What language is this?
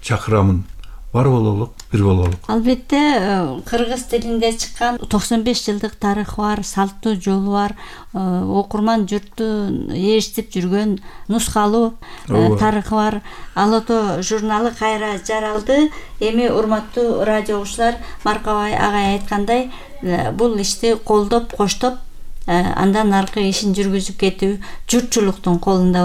Kyrgyz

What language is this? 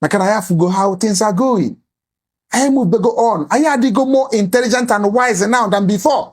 Igbo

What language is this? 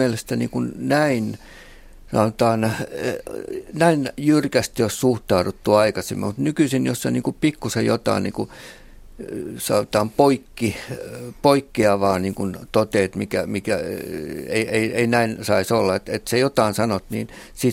Finnish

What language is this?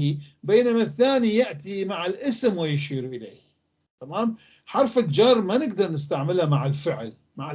North Levantine Arabic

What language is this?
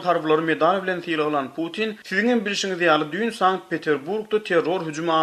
Turkmen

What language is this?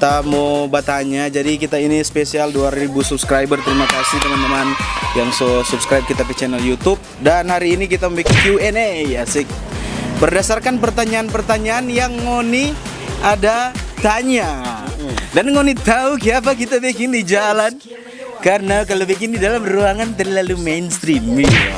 Manado Malay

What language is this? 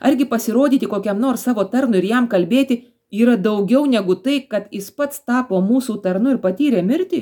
Lithuanian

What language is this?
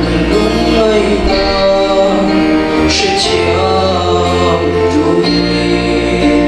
Falam Chin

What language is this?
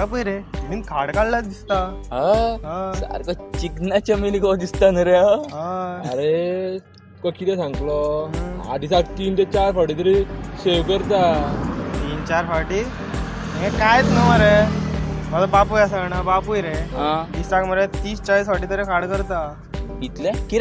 Konkani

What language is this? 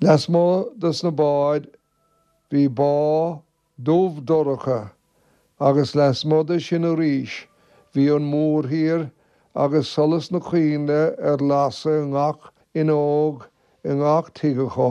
Irish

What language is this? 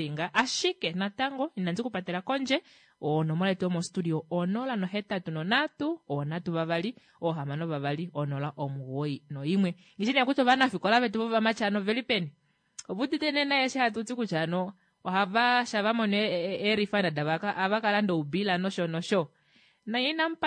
Kuanyama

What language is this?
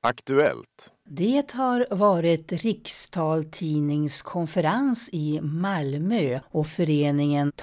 Swedish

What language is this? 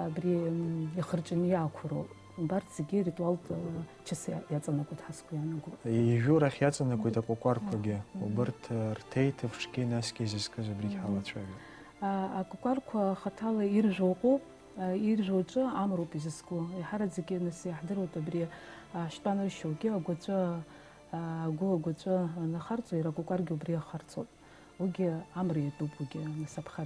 Abkhazian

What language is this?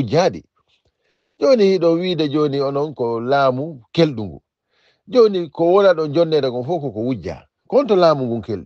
Fula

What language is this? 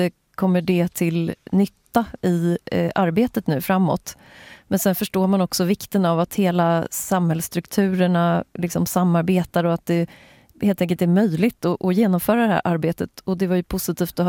Swedish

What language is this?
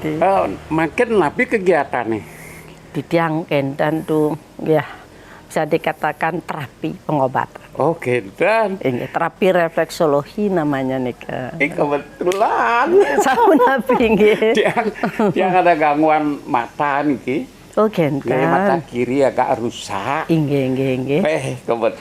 Balinese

